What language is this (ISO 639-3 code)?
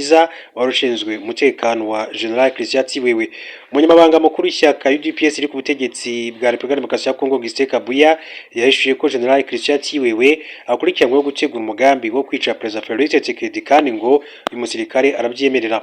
kin